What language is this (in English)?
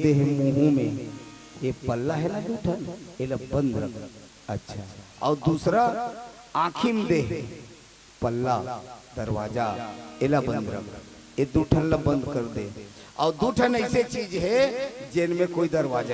Chhattisgarhi